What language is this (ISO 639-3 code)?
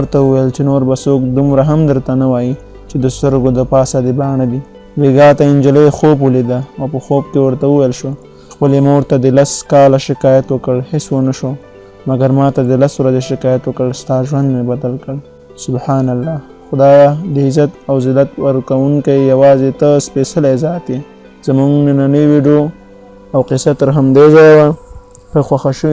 pus